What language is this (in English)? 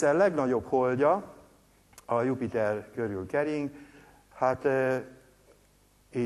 Hungarian